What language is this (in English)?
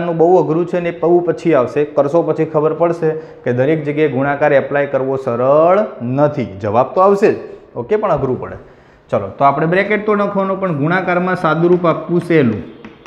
Gujarati